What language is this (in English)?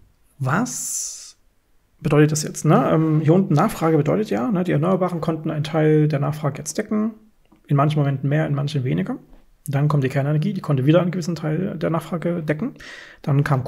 German